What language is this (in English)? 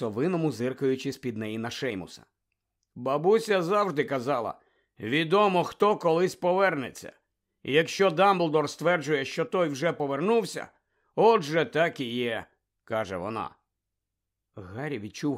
Ukrainian